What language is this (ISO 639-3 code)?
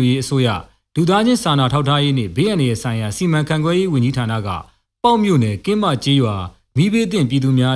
mya